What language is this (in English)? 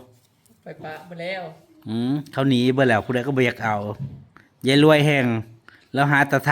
Northeastern Thai